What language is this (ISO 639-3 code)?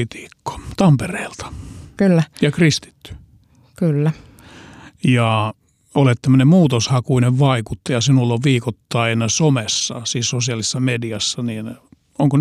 fin